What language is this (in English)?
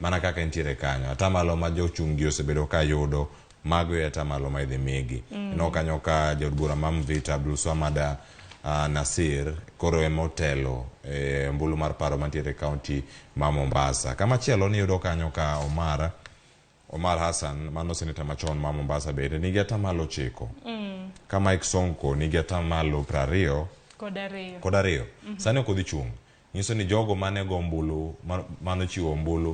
Luo (Kenya and Tanzania)